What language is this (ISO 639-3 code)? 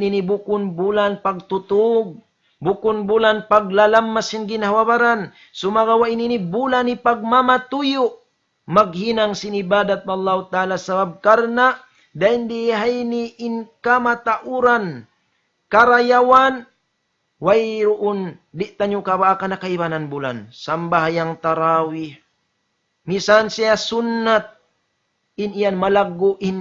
tsg